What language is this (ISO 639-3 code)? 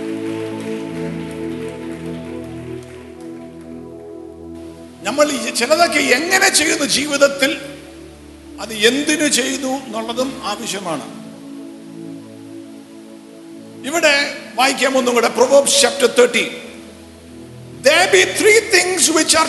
mal